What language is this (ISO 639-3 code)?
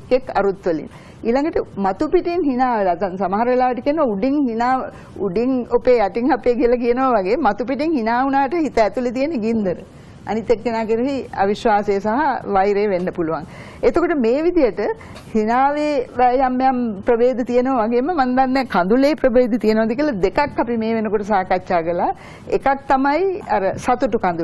sin